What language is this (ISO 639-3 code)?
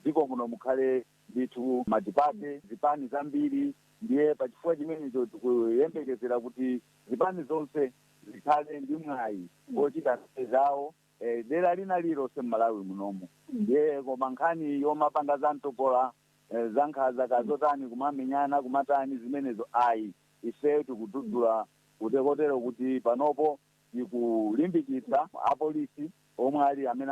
nya